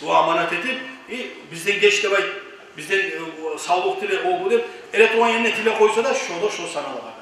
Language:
Kumyk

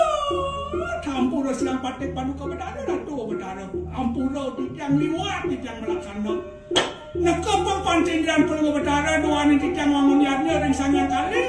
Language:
Balinese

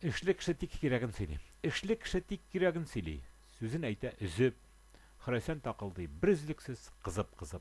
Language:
Tatar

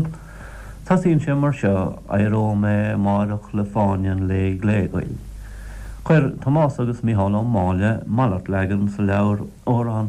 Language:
Irish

